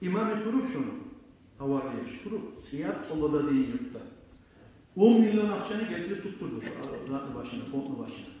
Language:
Kumyk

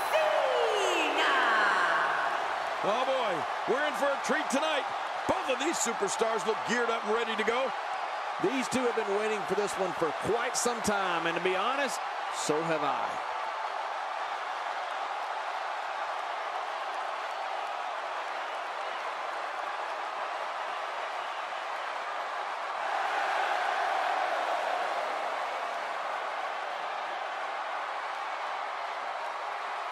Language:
English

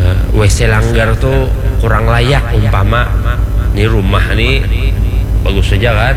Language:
Banjar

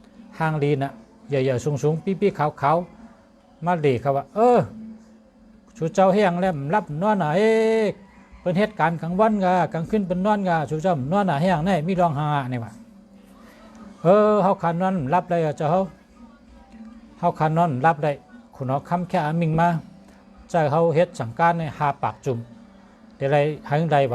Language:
Shan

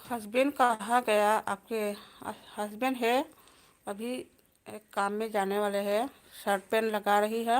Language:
Manipuri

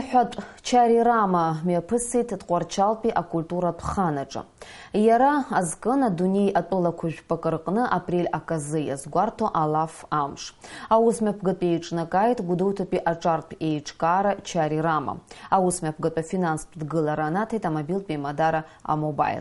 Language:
Abkhazian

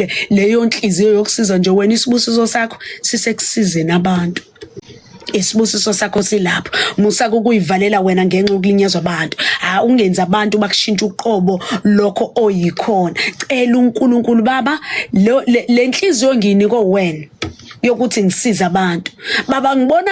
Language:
Zulu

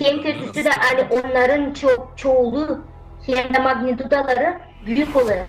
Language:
Gagauz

